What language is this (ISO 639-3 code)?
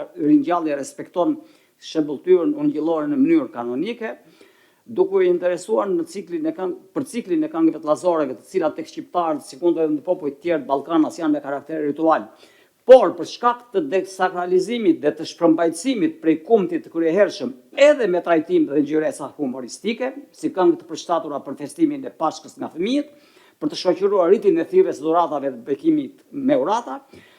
sqi